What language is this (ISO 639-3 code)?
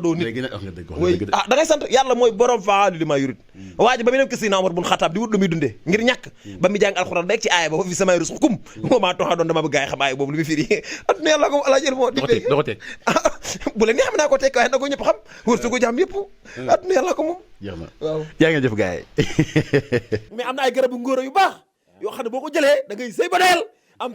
wol